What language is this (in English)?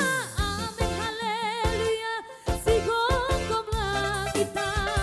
Batak Toba